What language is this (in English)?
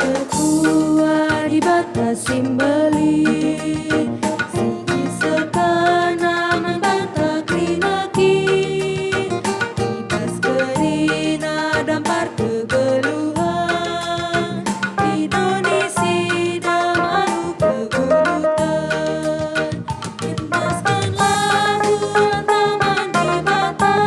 Batak Karo